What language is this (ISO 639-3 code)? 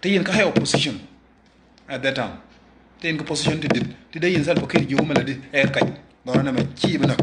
nus